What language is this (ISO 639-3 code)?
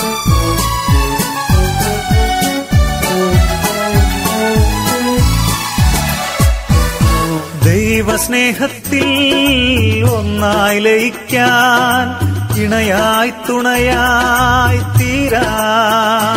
mal